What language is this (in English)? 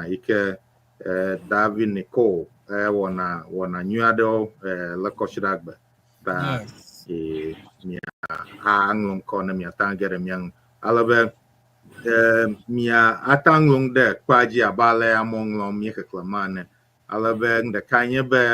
Ewe